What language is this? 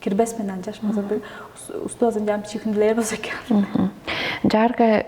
Tuvinian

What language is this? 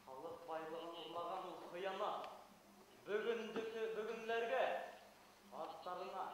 Bashkir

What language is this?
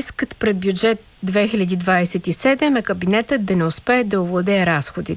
Bulgarian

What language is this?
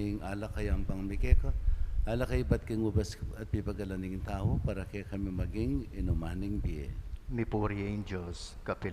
Pampanga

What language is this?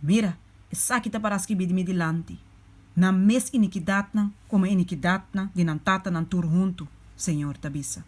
Papiamento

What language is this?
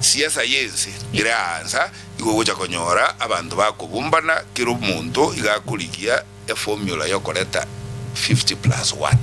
Gusii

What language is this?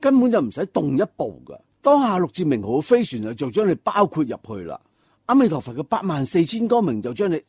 Cantonese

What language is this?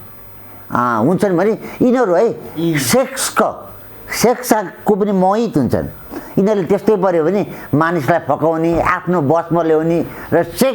Nepali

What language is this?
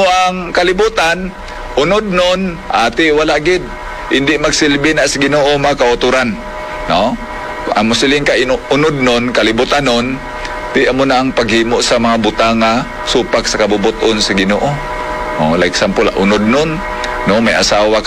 Hiligaynon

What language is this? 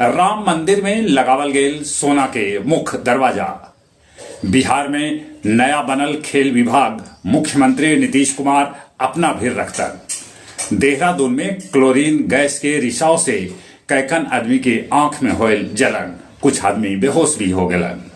Magahi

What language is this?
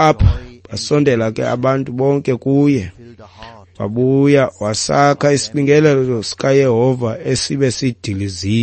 Xhosa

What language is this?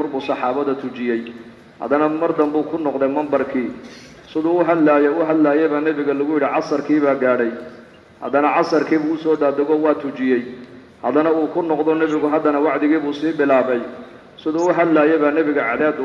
Somali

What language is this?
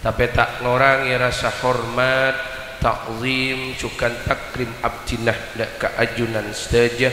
Madurese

